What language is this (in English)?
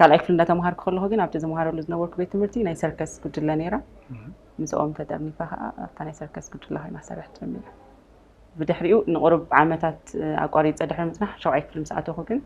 Tigrinya